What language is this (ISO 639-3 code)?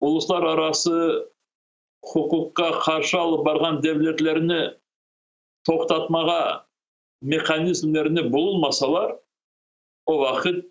crh